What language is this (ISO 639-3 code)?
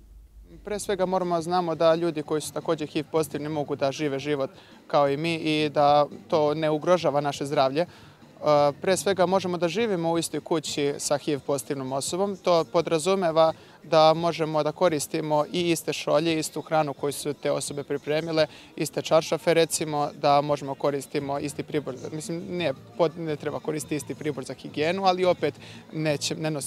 srp